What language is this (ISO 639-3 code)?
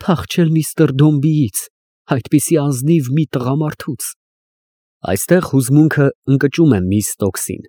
hye